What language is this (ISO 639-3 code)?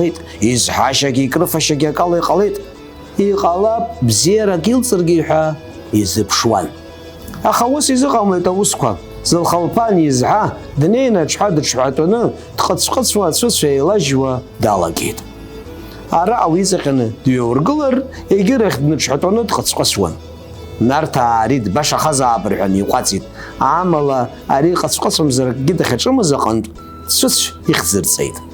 abk